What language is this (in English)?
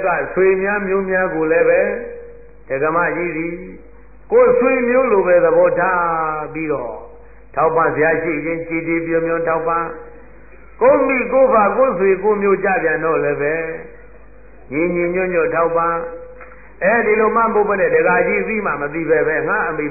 Burmese